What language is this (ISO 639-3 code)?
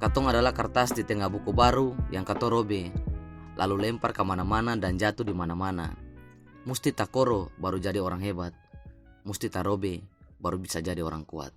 abs